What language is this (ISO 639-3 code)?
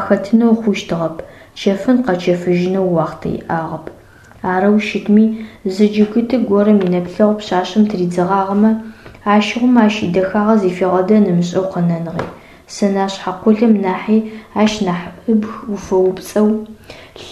ady